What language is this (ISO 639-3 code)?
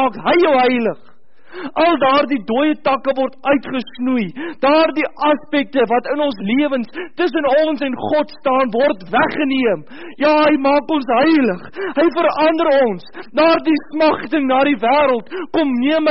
afr